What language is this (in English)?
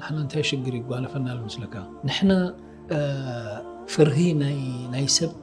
Tigrinya